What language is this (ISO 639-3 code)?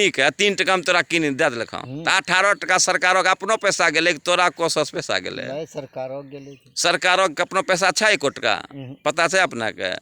anp